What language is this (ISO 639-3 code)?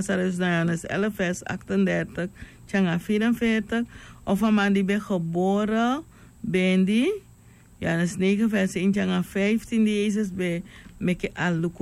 srn